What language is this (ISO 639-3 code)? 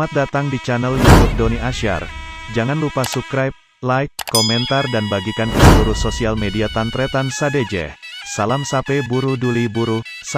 mad